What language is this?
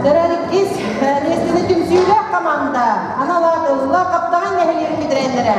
Yakut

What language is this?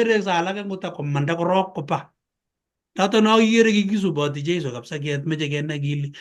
Kalenjin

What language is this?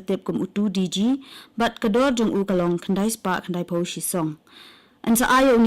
Khasi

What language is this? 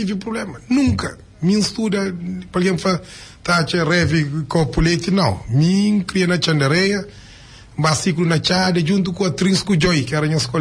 Kabuverdianu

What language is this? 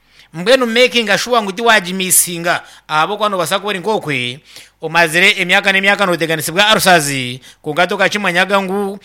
Nyankole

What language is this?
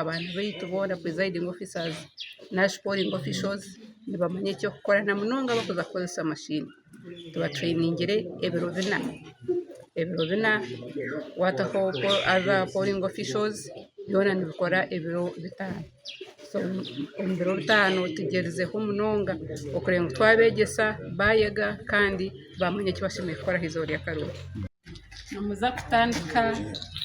Nyankole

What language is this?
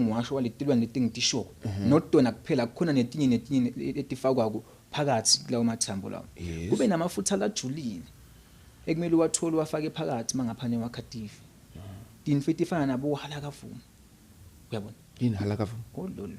Zulu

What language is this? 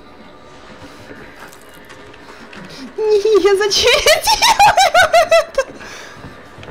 Russian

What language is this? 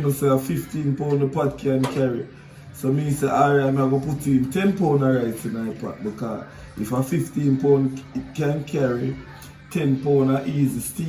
Jamaican Creole English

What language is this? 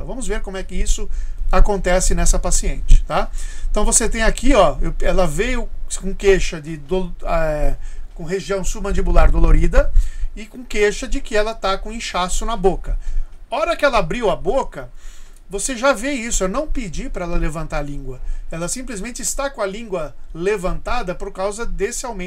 Portuguese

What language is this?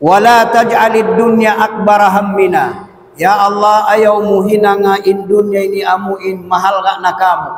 Tausug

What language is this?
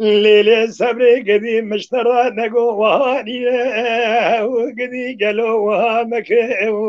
Kurdish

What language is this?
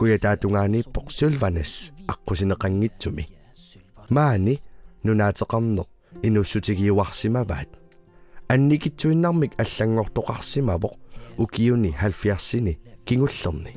Kalaallisut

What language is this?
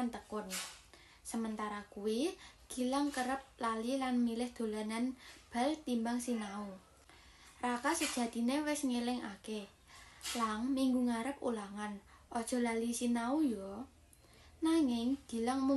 Javanese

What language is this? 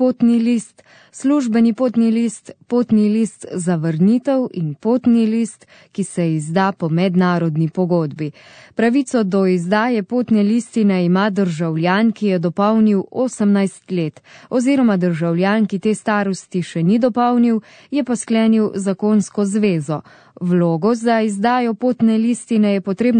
Slovenian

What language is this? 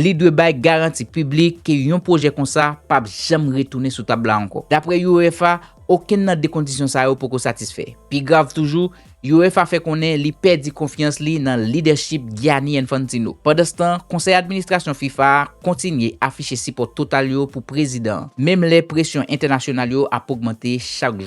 Haitian Creole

